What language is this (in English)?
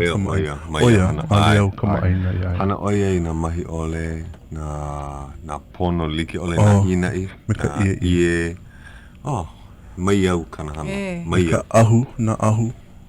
Hawaiian